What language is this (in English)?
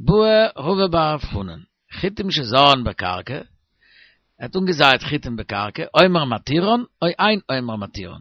Yiddish